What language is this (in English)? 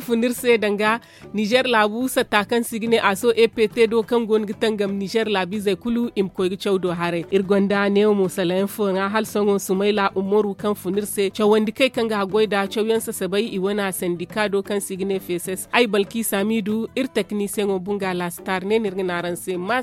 Zarma